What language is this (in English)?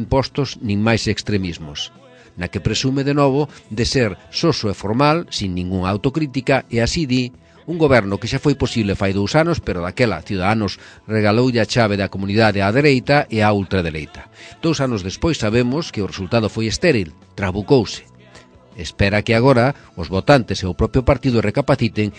Galician